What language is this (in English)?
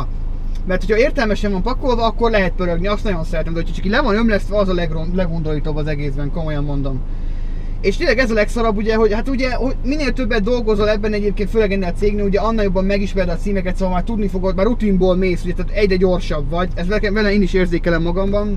Hungarian